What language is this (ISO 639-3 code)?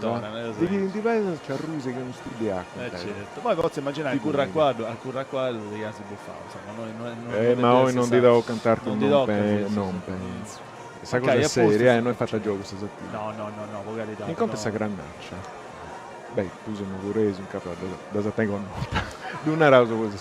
srd